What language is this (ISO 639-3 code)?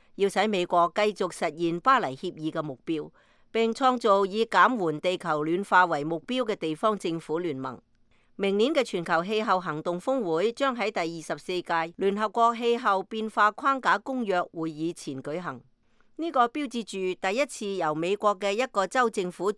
yue